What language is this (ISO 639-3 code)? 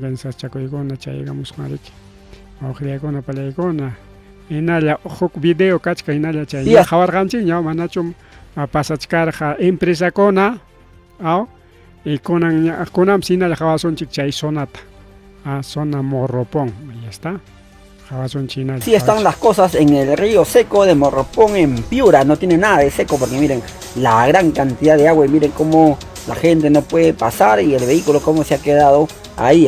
quy